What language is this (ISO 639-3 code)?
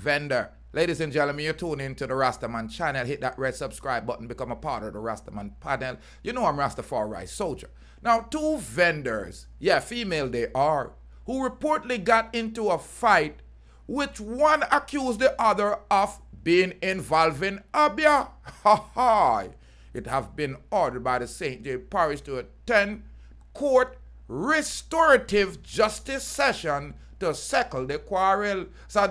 jam